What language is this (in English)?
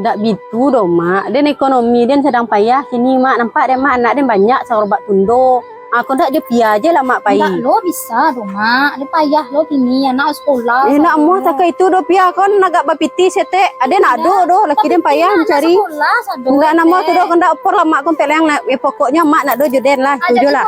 Minangkabau